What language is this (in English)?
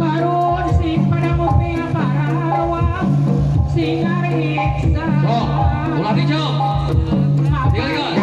Sundanese